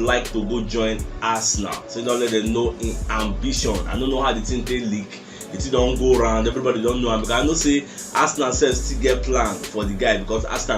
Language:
Nigerian Pidgin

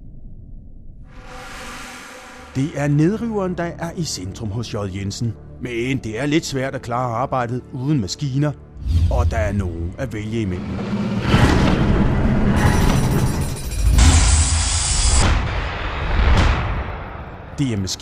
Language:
Danish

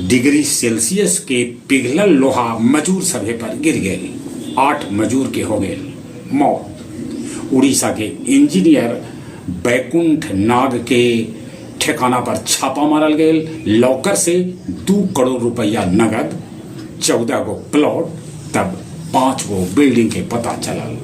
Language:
Magahi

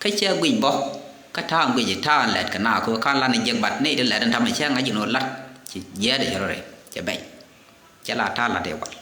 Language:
Nuer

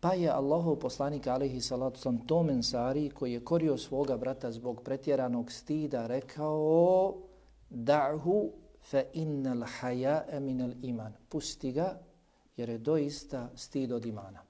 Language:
Bosnian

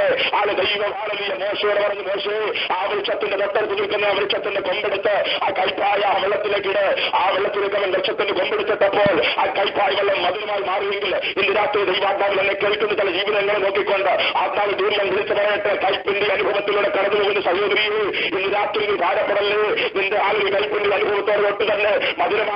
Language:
Malayalam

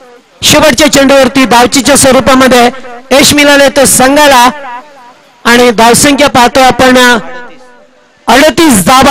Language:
Marathi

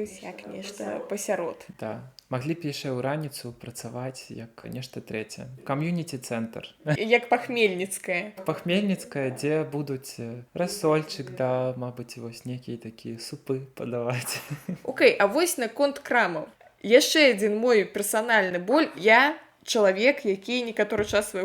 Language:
Belarusian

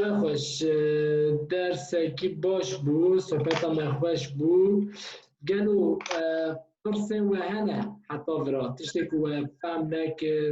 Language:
Kurdish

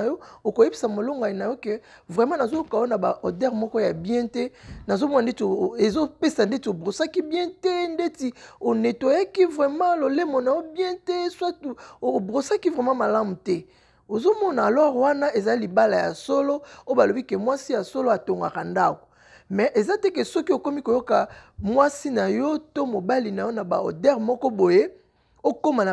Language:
Lingala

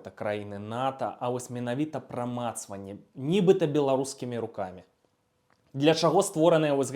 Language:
Belarusian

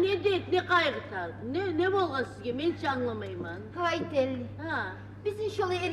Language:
Kumyk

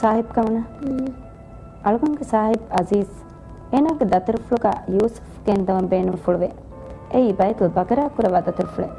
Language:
Divehi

